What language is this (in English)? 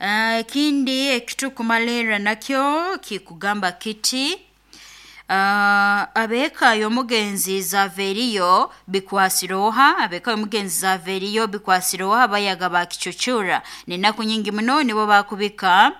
Nyoro